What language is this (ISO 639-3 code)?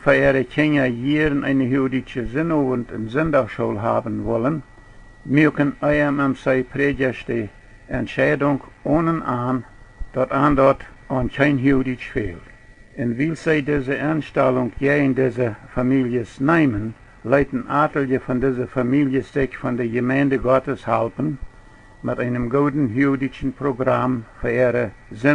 pdt